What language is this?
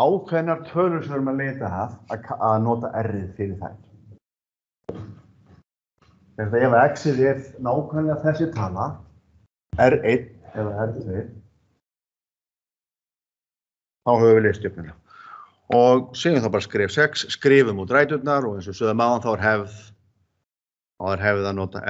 Icelandic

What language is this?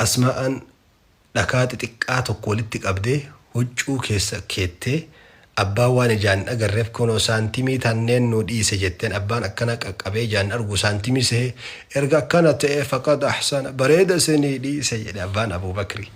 Oromo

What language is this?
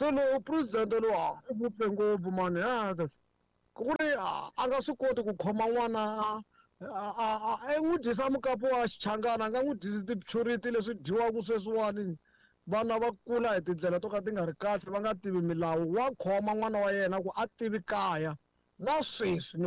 Tsonga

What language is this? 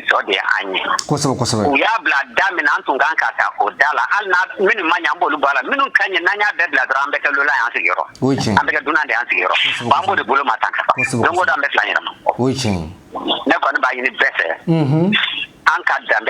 Bambara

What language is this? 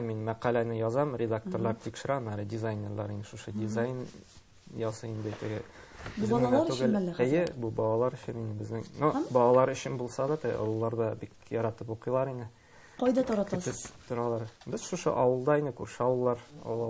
Tatar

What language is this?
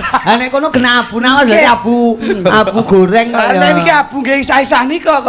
Javanese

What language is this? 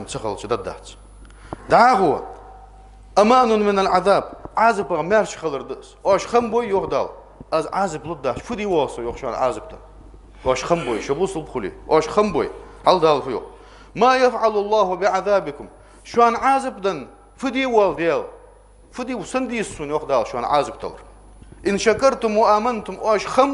Ingush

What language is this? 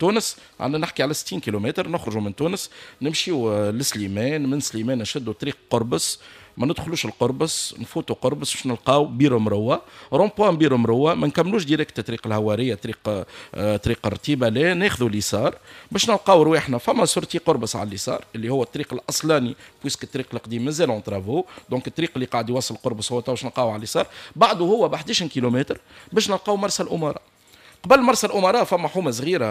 Tunisian Arabic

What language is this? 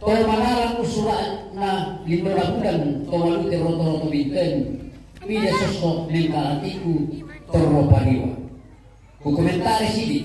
Toraja-Sa'dan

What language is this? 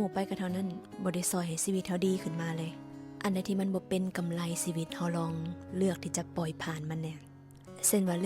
Lao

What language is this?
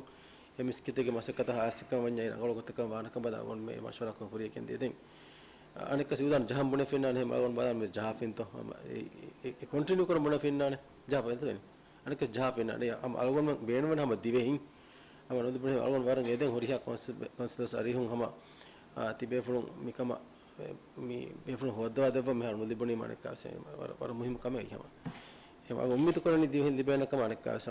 Divehi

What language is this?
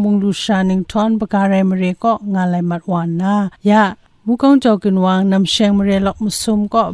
Kachin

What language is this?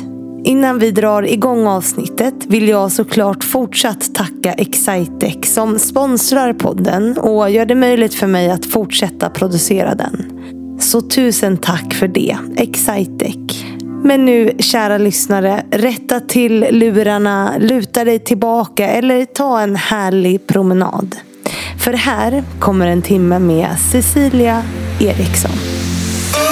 Swedish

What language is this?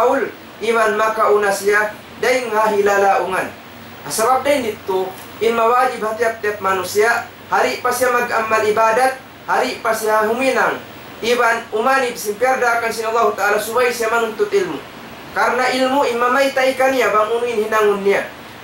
Tausug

